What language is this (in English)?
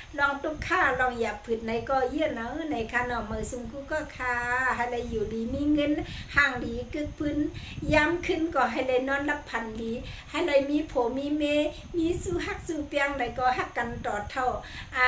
Shan